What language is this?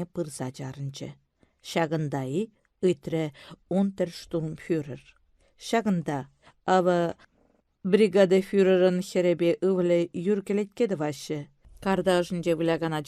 Chuvash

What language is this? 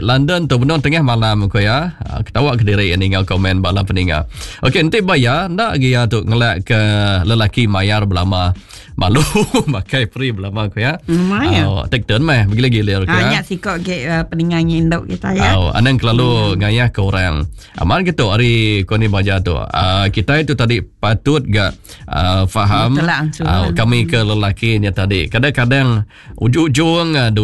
Iban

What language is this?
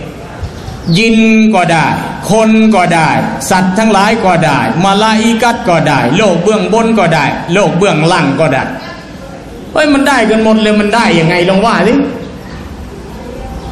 Thai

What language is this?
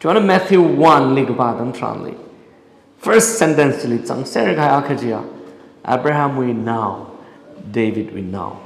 Tangkhul Naga (India)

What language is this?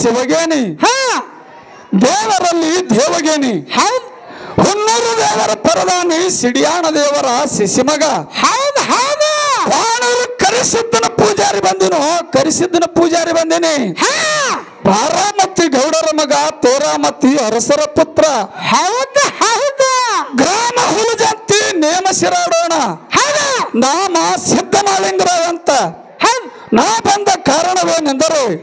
Kannada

